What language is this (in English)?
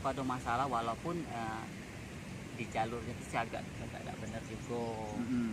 Musi